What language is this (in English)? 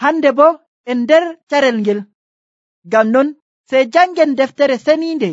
Nigerian Fulfulde